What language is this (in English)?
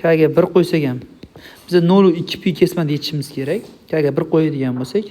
Uzbek